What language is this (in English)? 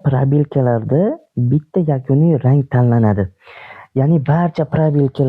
Uzbek